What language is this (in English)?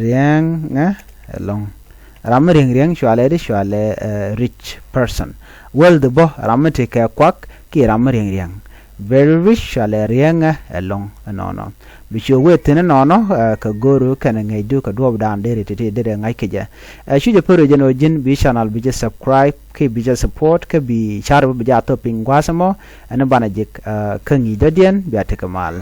Nuer